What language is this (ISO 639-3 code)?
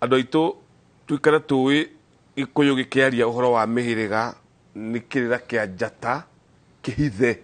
kik